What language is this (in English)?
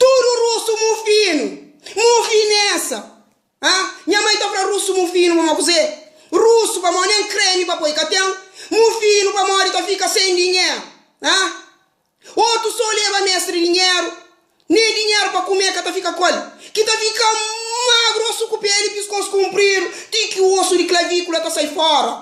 Kabuverdianu